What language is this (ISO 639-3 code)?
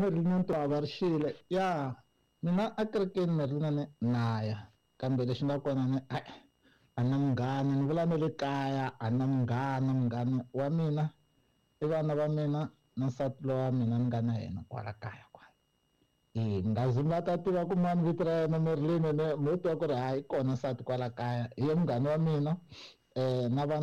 tso